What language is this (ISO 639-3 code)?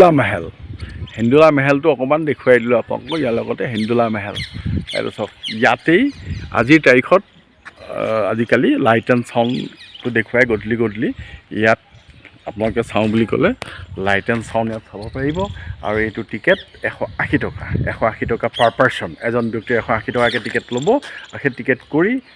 asm